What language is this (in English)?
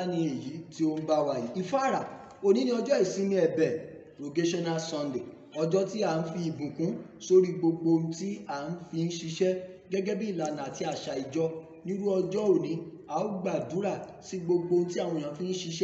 Yoruba